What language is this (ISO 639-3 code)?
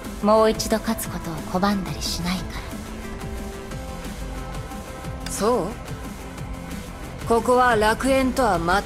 jpn